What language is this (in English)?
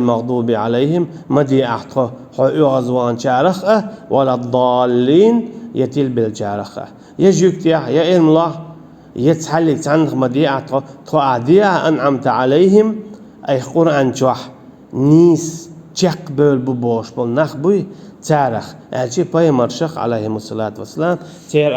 Chechen